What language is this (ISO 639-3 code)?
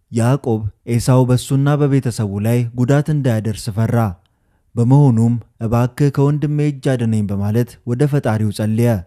amh